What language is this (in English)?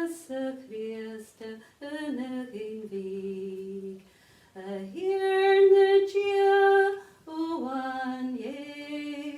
Scottish Gaelic